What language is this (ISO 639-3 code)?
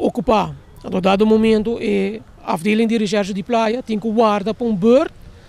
pap